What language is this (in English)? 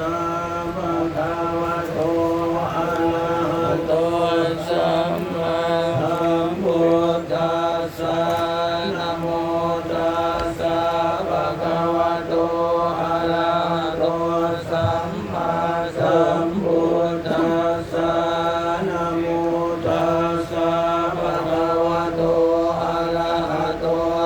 Pali